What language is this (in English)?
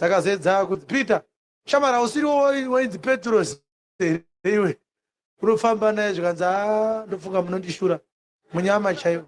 Shona